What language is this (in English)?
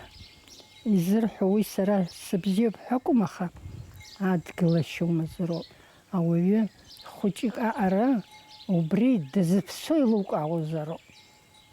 Abkhazian